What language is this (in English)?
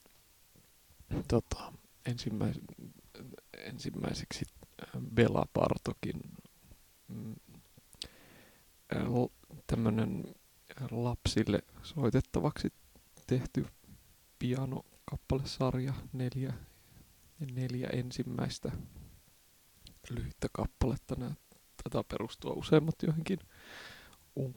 Finnish